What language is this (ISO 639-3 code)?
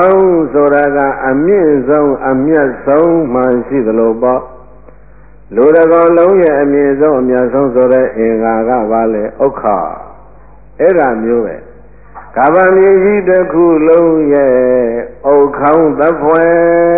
mya